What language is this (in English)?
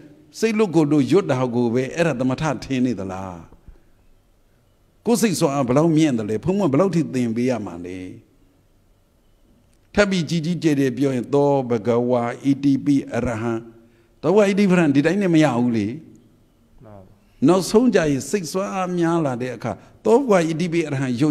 Burmese